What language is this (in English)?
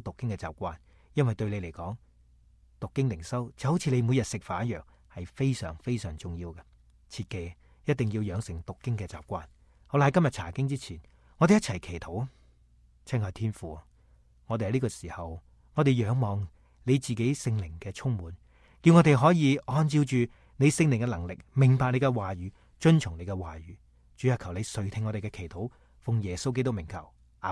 Cantonese